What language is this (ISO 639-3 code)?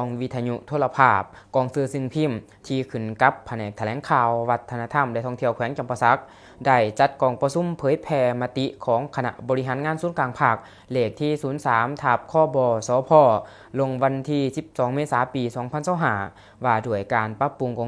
lao